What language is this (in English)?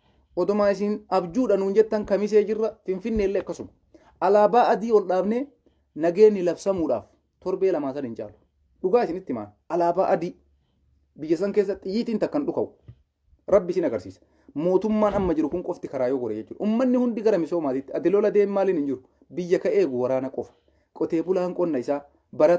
Oromo